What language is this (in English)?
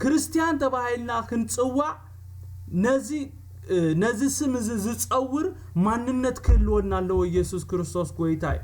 Tigrinya